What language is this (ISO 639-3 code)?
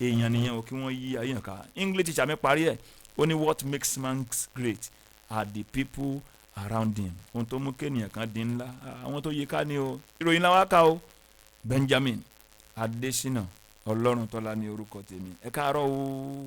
yor